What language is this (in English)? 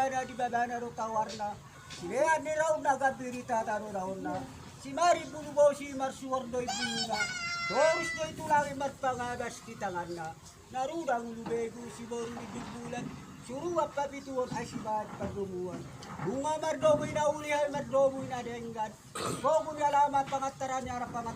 Batak Toba